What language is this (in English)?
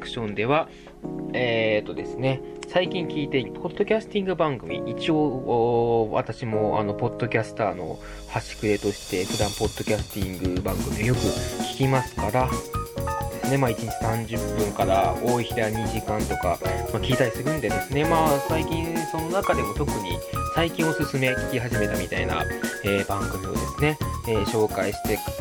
Japanese